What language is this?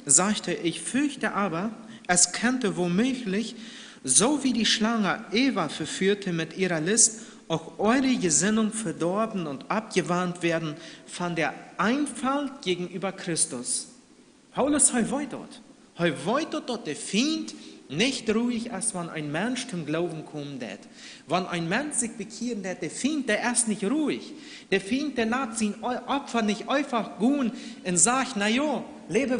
Plautdietsch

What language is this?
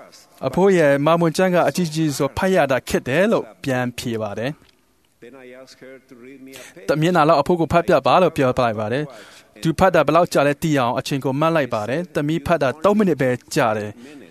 Burmese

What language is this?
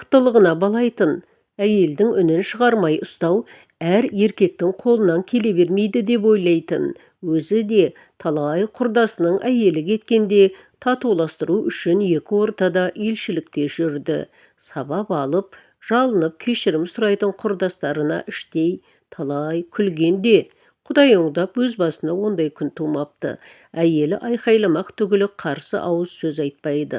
Kazakh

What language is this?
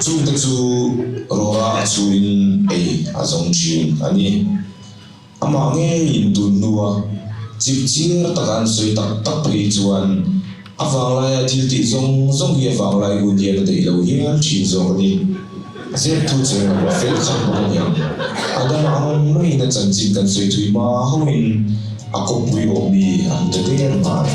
Mizo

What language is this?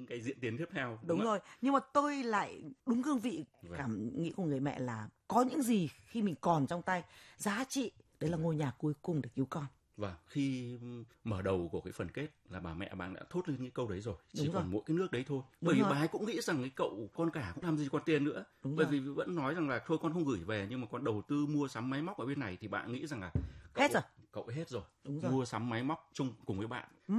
Vietnamese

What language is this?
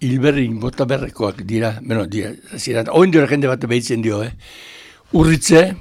Basque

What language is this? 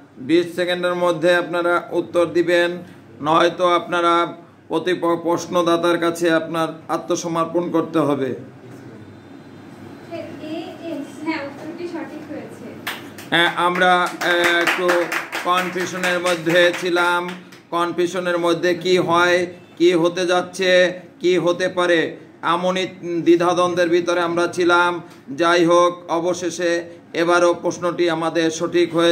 Bangla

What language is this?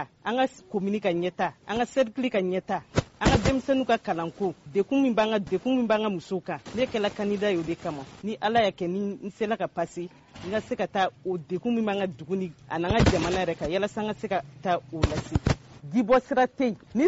Bambara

